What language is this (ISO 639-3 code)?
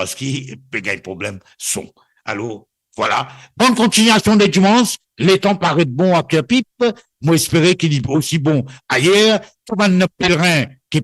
mfe